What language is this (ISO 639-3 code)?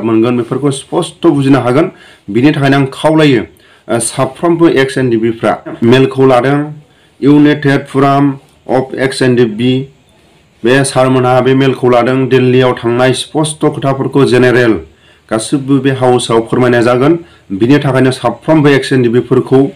brx